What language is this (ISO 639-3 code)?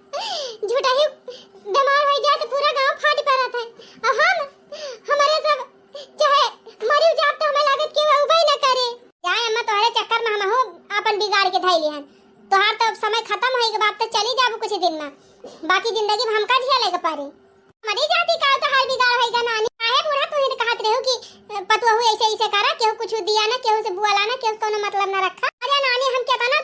awa